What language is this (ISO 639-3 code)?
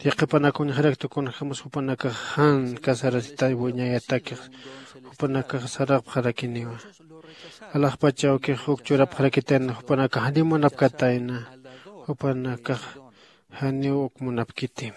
aym